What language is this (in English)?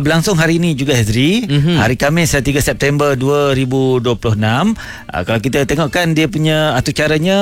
Malay